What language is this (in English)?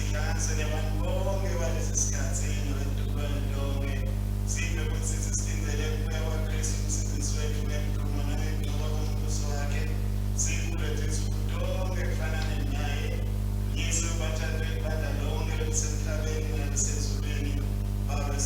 Swati